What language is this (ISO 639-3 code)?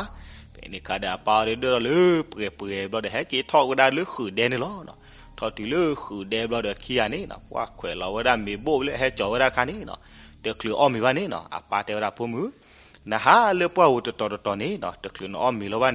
ksw